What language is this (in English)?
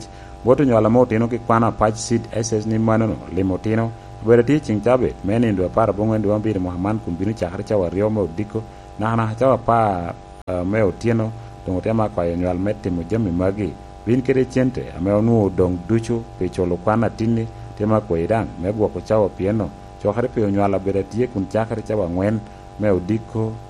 Lango (Uganda)